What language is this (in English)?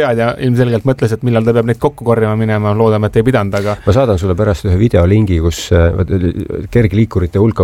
Estonian